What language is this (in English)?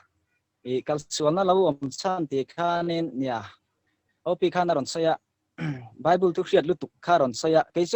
Mizo